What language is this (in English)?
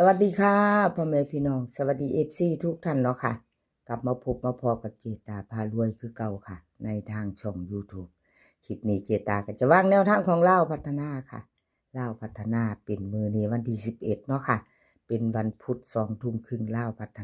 Lao